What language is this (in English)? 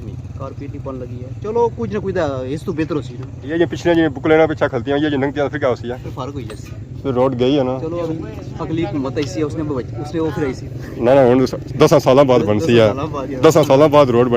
Pahari-Potwari